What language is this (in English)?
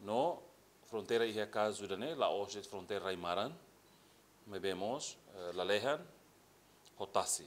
Tetum